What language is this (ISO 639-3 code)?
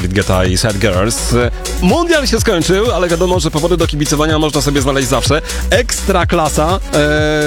pol